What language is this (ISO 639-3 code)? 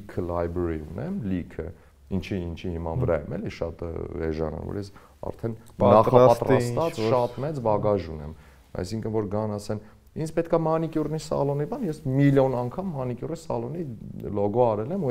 hye